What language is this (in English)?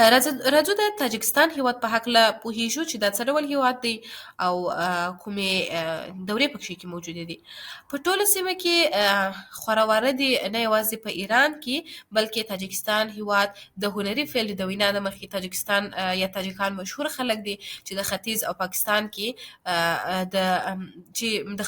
Pashto